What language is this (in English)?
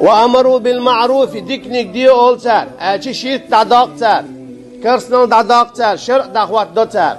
Chechen